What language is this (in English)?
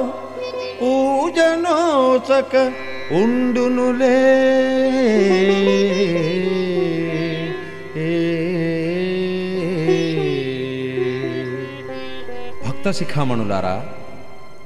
Telugu